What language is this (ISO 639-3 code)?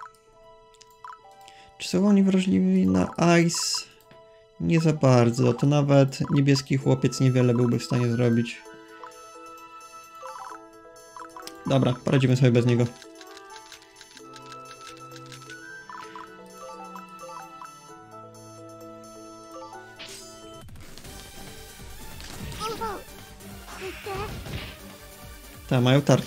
pol